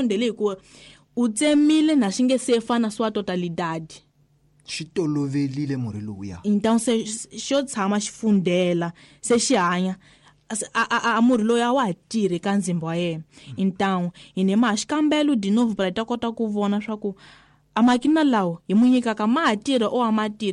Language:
Tsonga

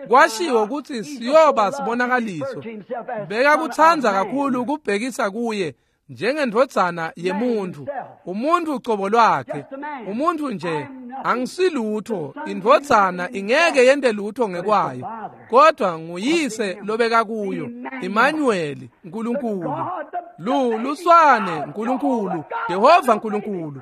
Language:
Swati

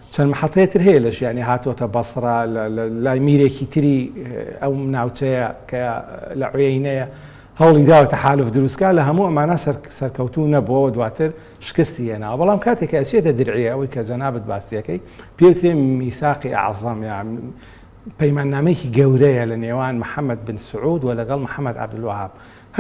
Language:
Central Kurdish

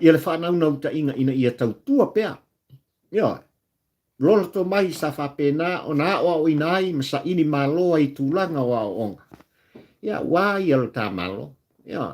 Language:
Samoan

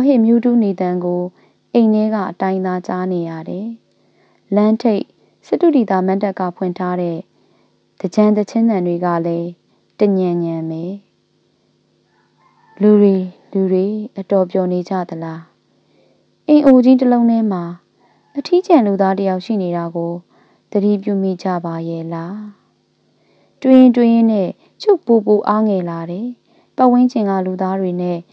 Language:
Burmese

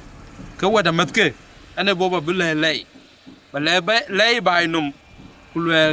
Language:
Dinka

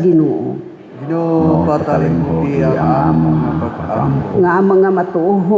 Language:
Cebuano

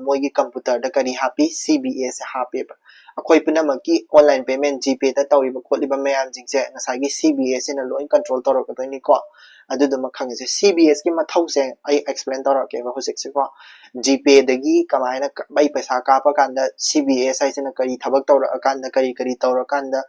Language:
Manipuri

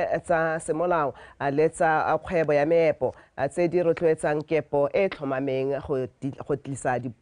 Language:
Tswana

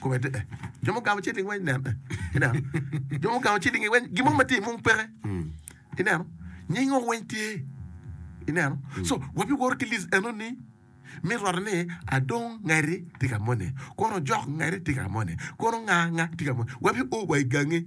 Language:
Acoli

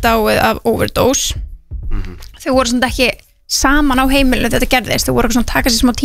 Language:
Icelandic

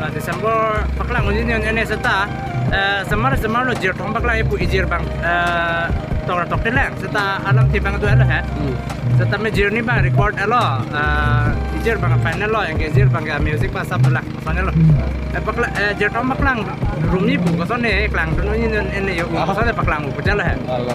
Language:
Karbi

